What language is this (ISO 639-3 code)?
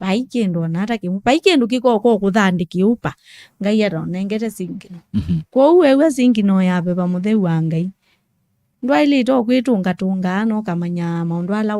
kam